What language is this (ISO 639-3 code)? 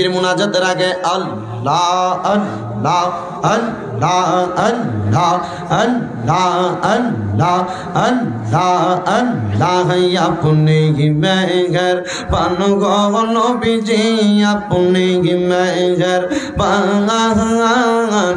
ben